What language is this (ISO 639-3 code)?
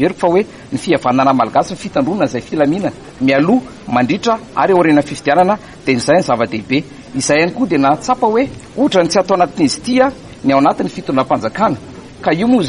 mlg